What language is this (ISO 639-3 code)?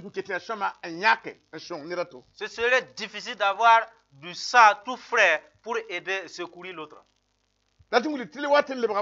mos